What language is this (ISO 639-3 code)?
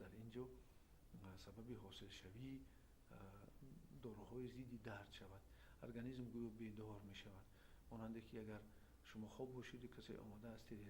tgk